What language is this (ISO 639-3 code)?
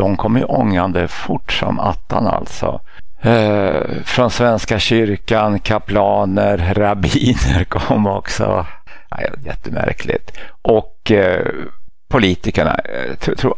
swe